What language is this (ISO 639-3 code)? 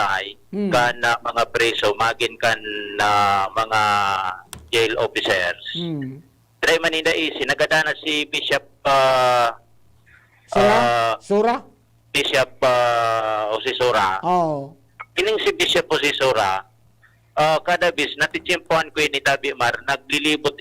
bik